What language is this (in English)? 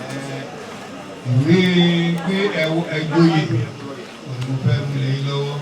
Yoruba